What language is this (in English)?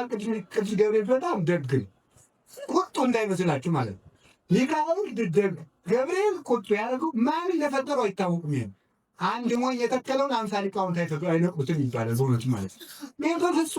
Amharic